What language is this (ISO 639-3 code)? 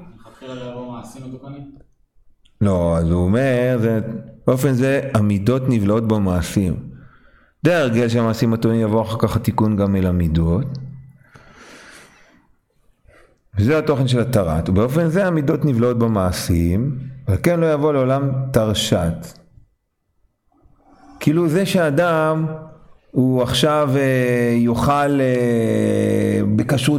heb